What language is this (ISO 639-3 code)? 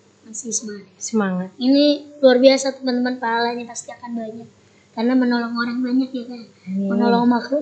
ind